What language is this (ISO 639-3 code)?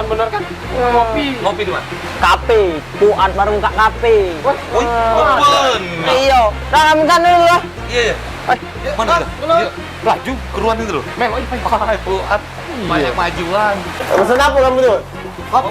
mui